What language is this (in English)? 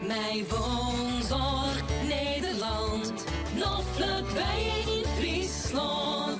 Western Frisian